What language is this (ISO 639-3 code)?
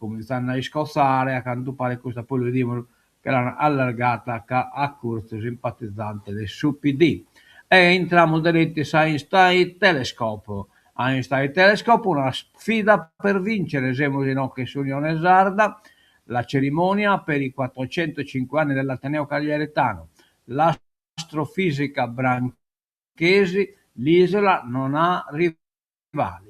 srd